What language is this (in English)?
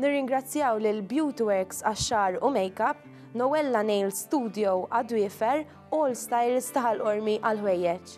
Maltese